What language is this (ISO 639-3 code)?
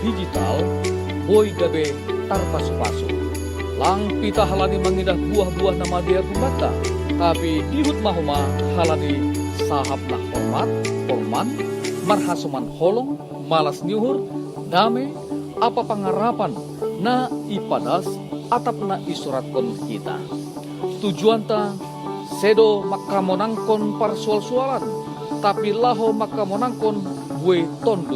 bts